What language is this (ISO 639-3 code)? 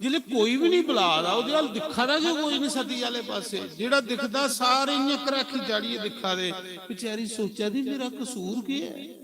doi